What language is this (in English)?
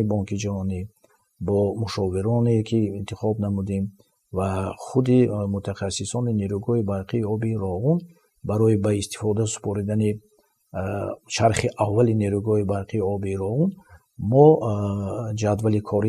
Tajik